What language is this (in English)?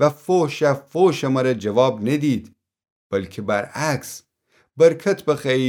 Gilaki